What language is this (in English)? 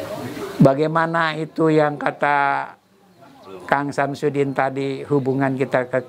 Indonesian